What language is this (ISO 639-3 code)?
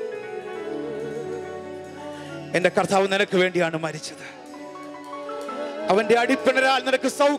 mal